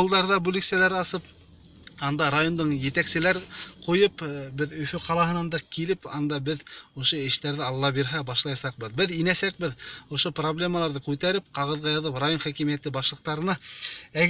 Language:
Bashkir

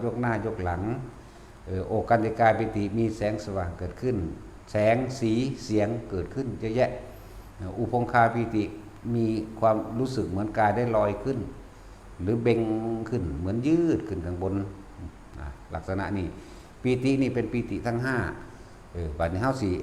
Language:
Northeastern Thai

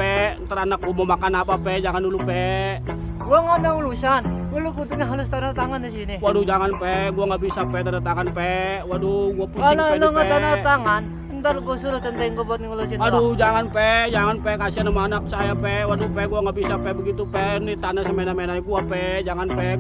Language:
Betawi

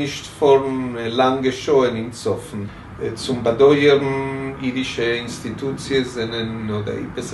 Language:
Yiddish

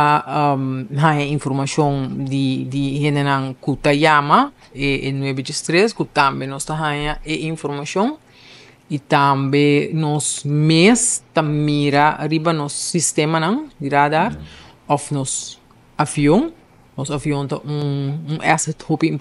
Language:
Papiamento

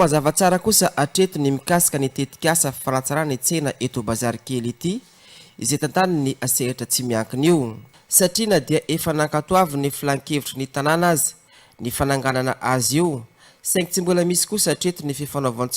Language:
Malagasy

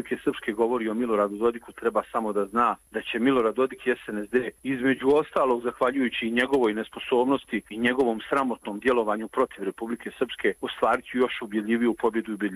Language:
Croatian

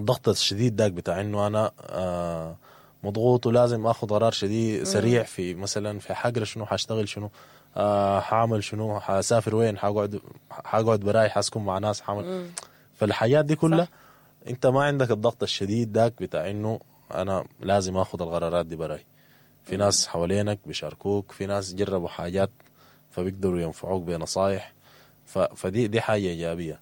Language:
Sudanese Arabic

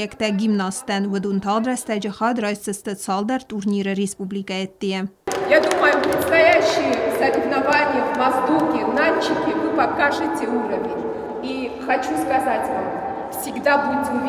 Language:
Ossetic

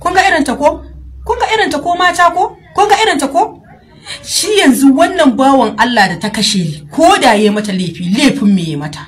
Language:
Hausa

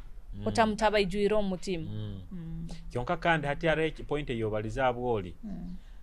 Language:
Nyoro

